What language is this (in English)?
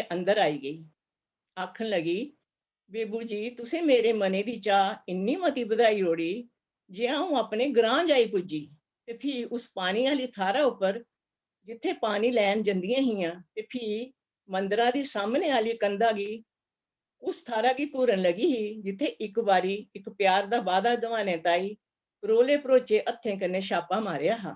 Dogri